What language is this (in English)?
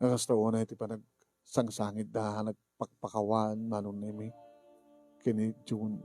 Iloko